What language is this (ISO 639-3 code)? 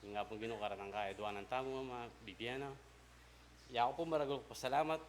pam